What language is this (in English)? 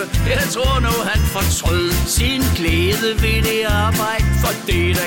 Danish